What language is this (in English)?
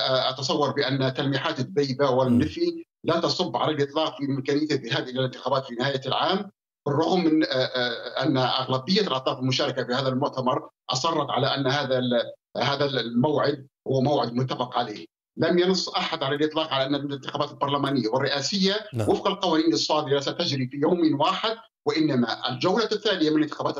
Arabic